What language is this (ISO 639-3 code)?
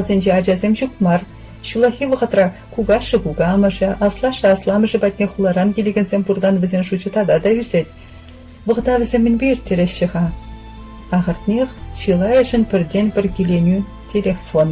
chv